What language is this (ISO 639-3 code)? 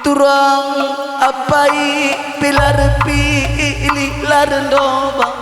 btx